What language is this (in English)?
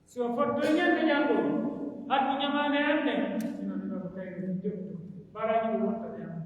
Pular